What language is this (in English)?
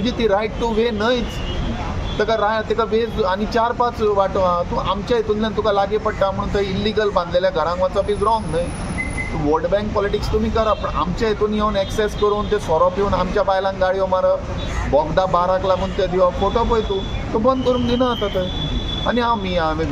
Konkani